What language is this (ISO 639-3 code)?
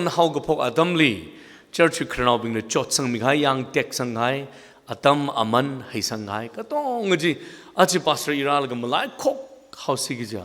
nmf